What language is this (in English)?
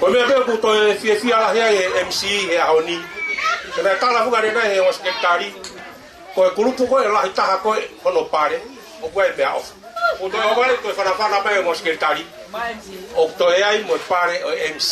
Tongan